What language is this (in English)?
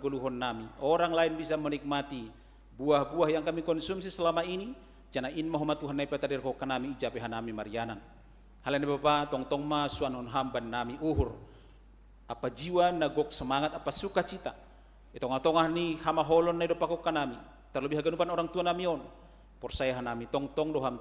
Batak Simalungun